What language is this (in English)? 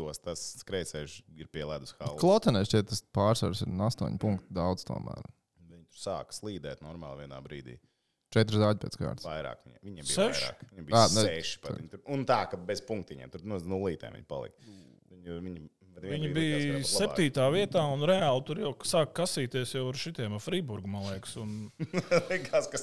Latvian